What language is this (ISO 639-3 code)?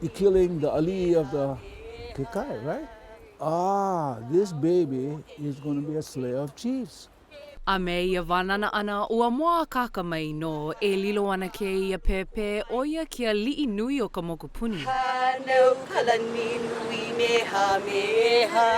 haw